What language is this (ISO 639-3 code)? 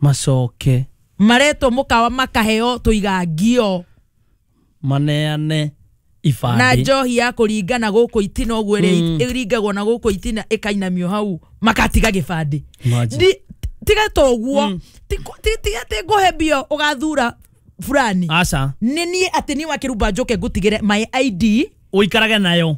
kik